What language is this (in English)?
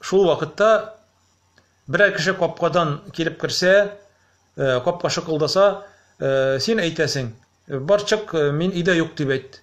Tatar